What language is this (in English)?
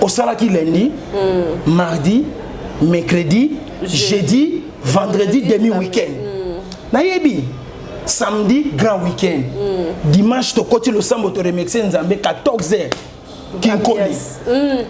Lingala